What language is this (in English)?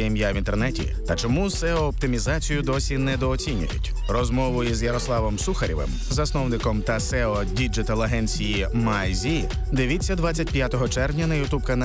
Ukrainian